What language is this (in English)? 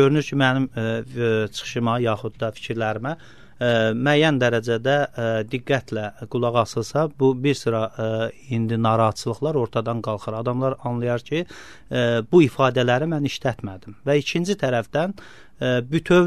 Azerbaijani